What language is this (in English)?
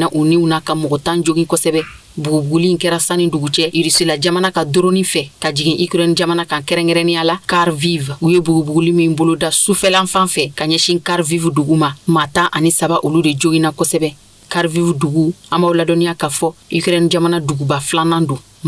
Bambara